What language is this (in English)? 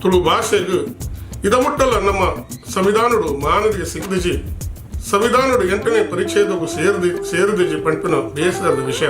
Tulu